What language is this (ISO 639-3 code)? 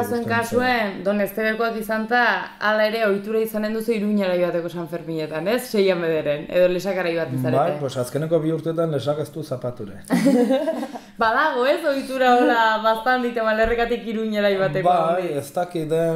eus